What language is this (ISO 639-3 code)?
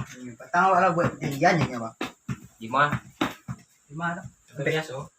min